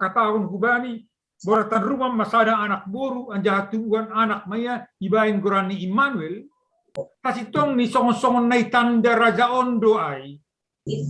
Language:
Batak Simalungun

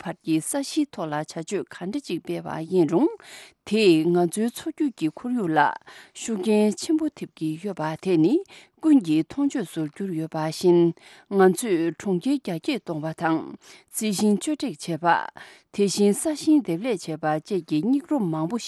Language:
Tibetan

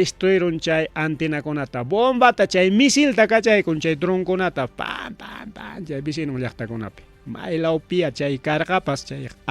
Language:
Ayacucho Quechua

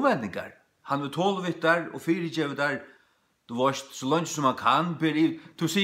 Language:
Faroese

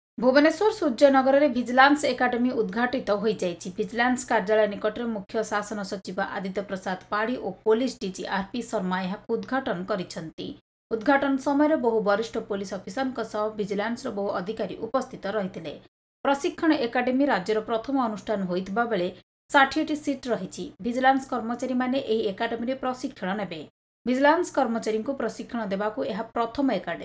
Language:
Odia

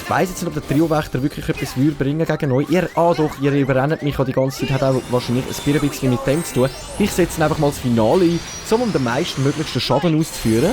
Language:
Swiss German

